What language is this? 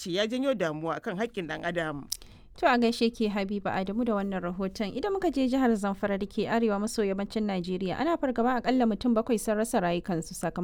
Hausa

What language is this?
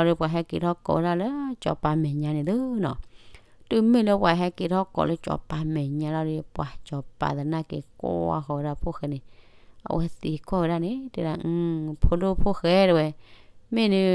S'gaw Karen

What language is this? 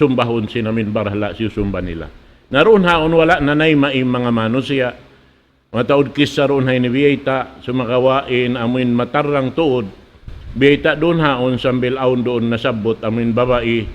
Tausug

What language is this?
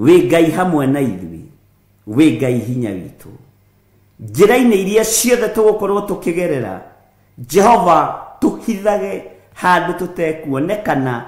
Kikuyu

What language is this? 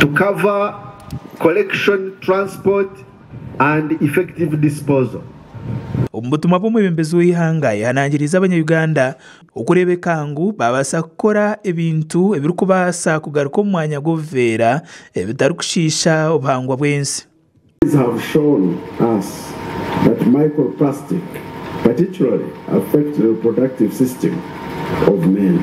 Nyankole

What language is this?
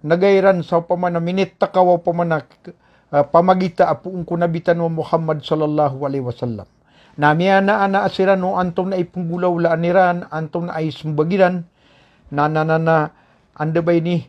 Maranao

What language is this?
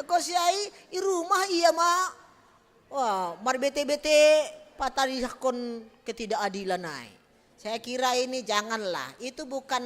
Batak Simalungun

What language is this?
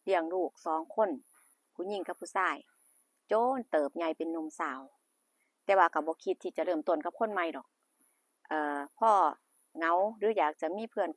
Northeastern Thai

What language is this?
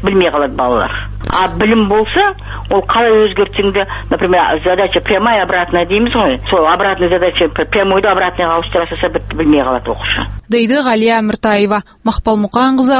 Kazakh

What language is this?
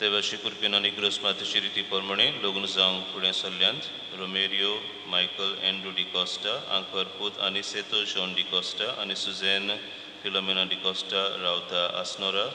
Konkani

